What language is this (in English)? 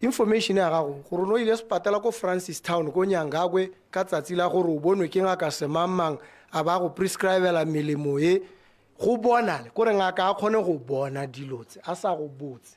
Tswana